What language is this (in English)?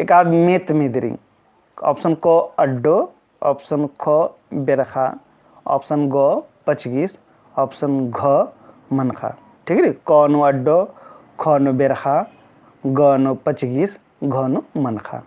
Kurukh